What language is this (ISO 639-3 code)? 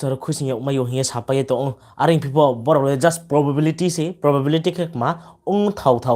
ria